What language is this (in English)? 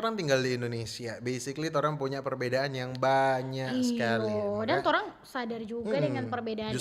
Manado Malay